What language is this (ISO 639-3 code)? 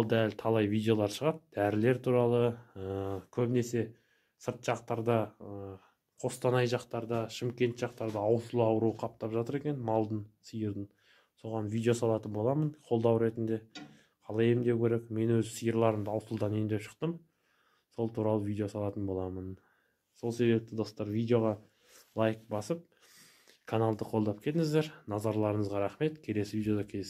kaz